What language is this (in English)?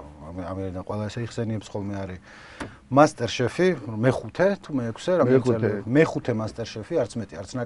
Georgian